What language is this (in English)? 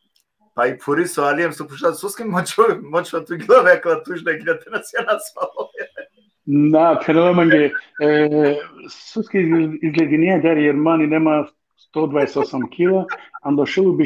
Balkan Romani